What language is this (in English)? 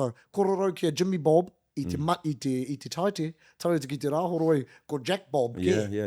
Māori